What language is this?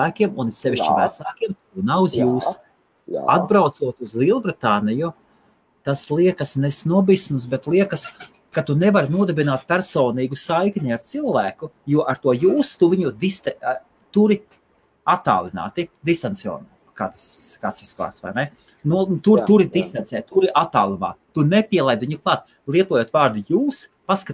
Latvian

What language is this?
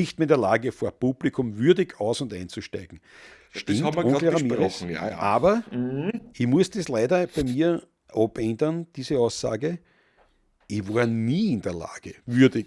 Bavarian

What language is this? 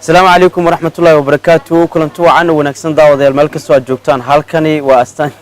Somali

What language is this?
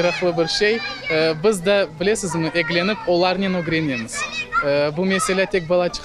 Crimean Tatar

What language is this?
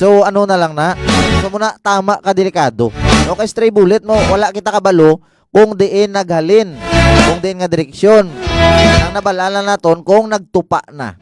Hiligaynon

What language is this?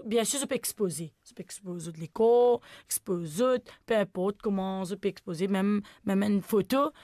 Morisyen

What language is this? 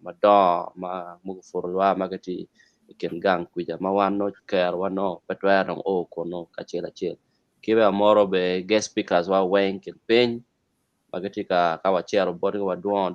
Acoli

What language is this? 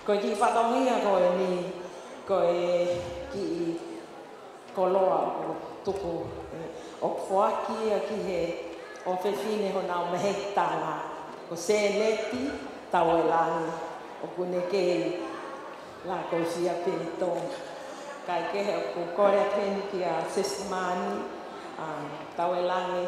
Tongan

